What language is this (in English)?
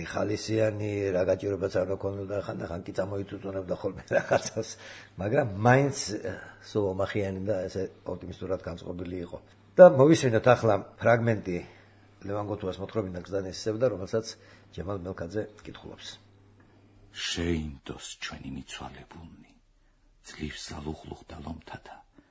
Georgian